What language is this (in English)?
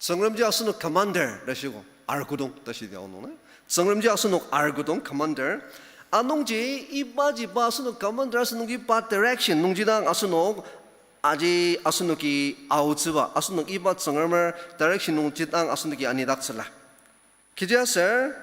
Ao Naga